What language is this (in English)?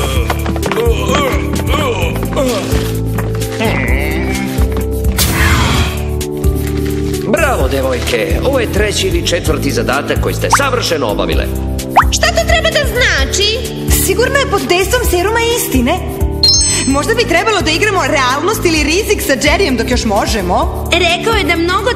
Serbian